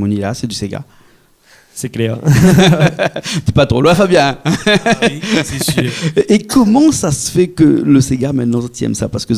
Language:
Réunion Creole French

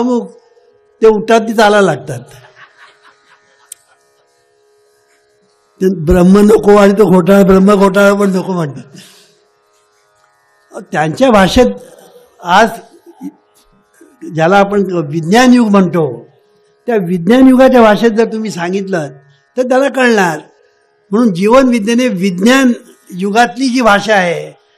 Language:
Marathi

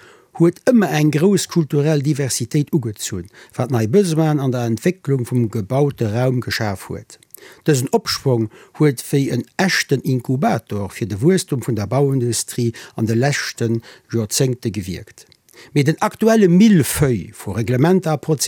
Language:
Luxembourgish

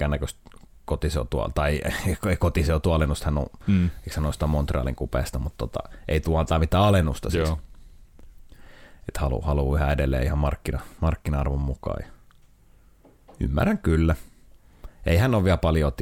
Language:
Finnish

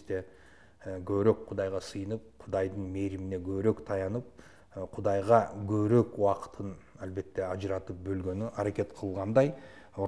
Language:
Kyrgyz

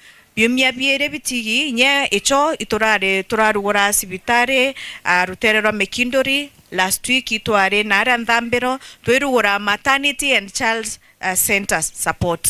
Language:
Meru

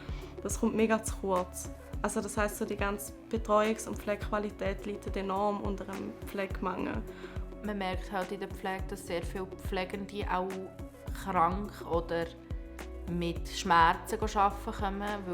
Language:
Swiss German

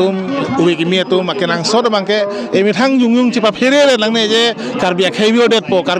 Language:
Karbi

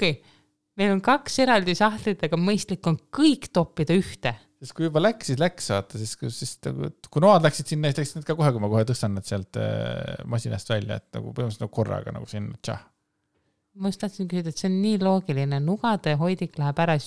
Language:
Estonian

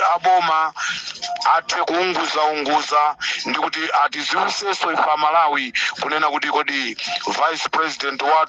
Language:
Nyanja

